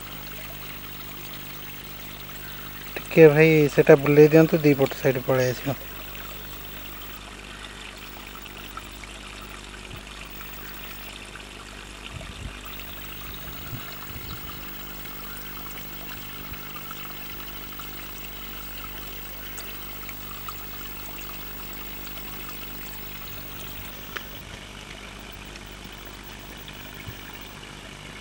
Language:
Odia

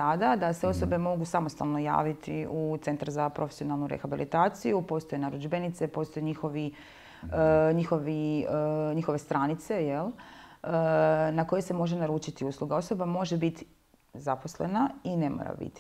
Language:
Croatian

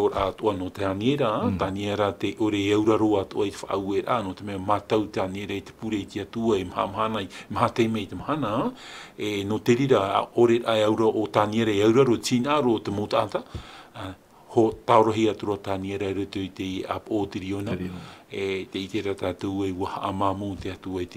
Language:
Tahitian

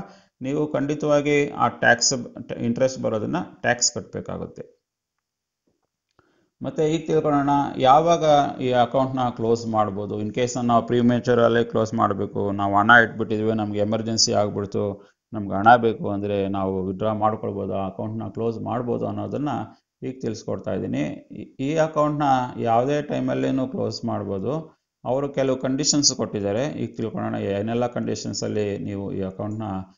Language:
Kannada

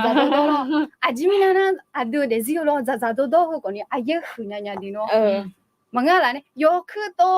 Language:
Akha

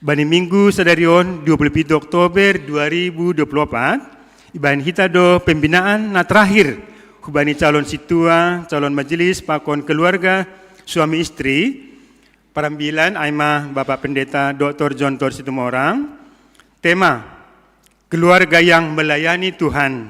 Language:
Batak Simalungun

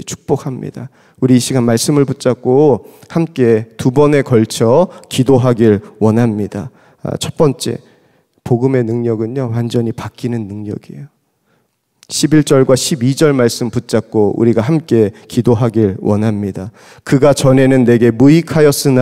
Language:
Korean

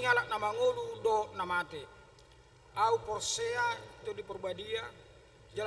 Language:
Batak Toba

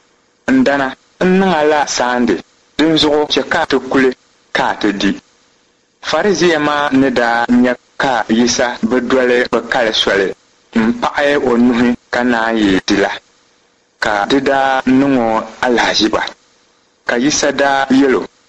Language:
Dagbani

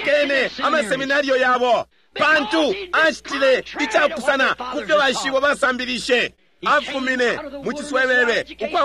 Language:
Bemba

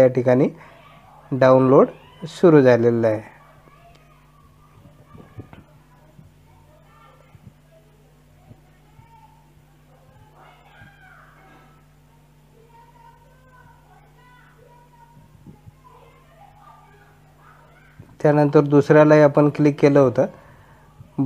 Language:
Marathi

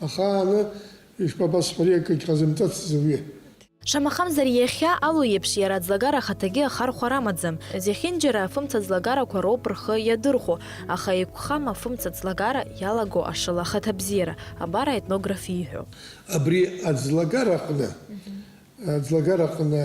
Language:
Abkhazian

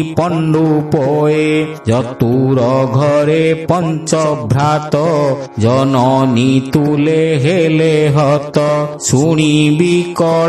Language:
Odia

